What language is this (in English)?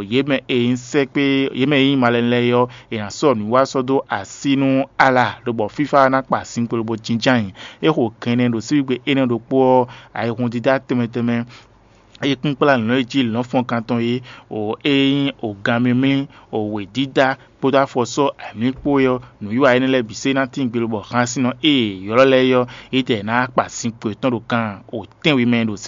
Fon